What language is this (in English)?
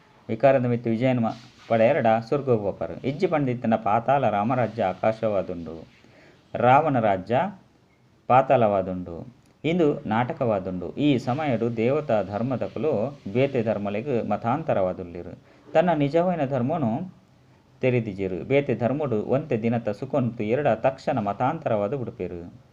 Tulu